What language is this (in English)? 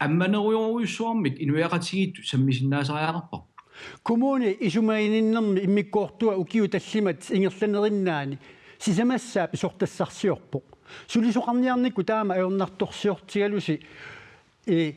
Kalaallisut